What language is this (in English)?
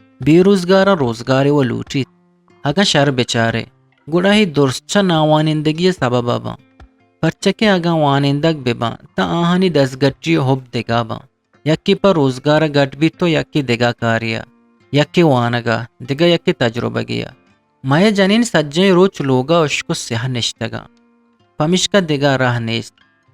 Eastern Balochi